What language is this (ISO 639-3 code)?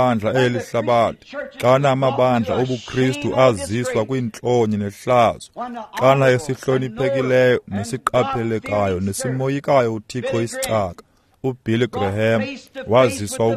xho